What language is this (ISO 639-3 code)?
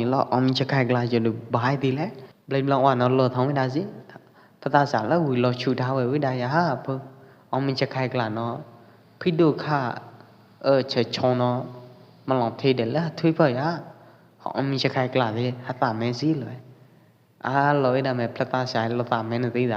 kjp